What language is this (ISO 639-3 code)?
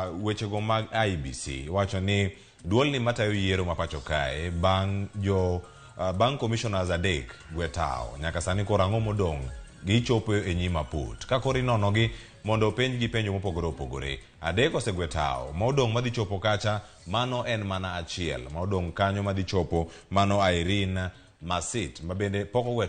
luo